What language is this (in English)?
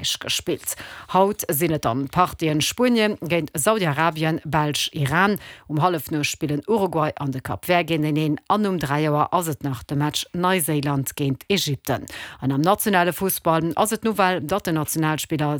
Luxembourgish